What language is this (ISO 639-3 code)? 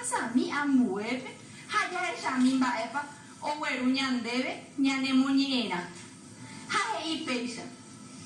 grn